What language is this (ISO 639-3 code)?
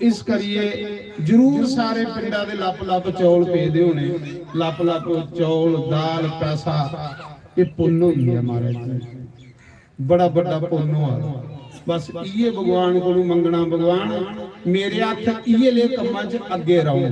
doi